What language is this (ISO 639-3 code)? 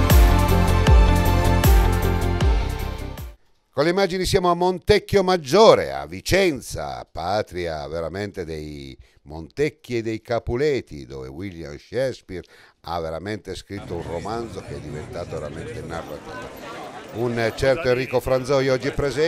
ita